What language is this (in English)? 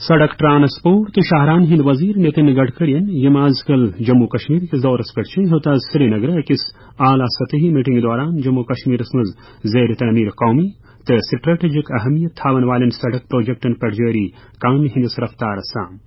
Kashmiri